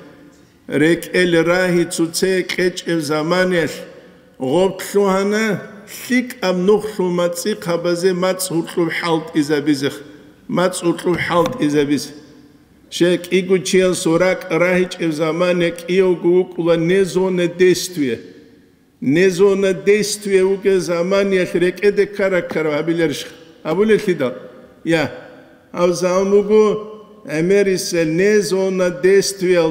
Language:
Avaric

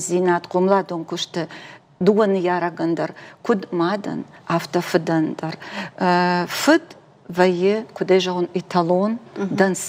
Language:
Ossetic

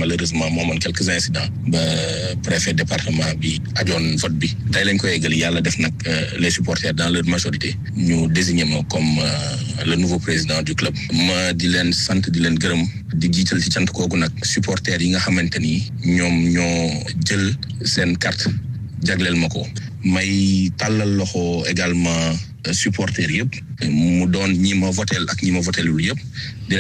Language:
Wolof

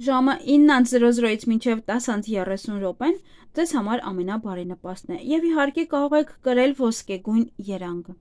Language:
Armenian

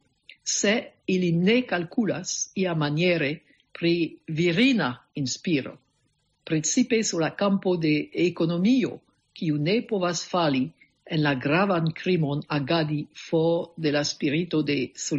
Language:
Esperanto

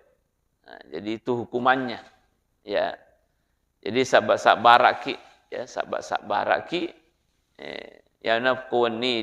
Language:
Buginese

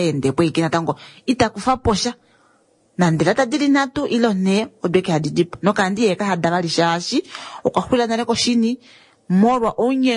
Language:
Kuanyama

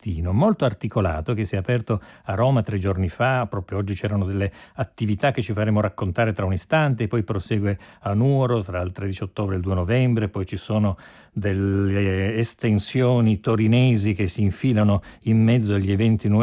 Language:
Italian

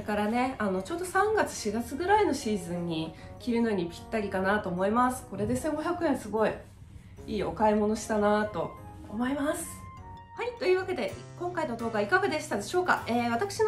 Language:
Japanese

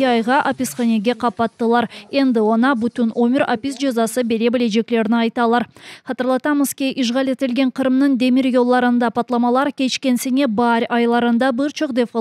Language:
Crimean Tatar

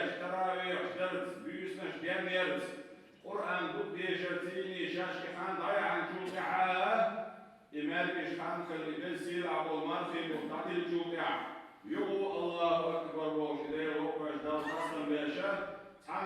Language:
Chechen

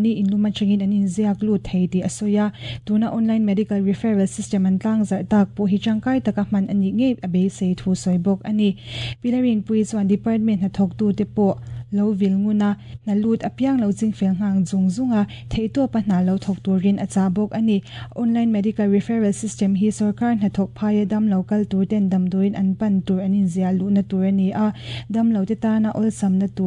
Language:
Mizo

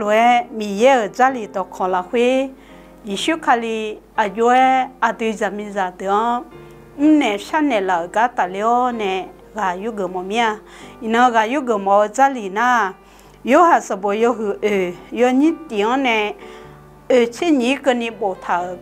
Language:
Akha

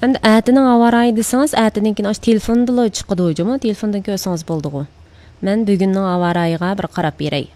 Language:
Uyghur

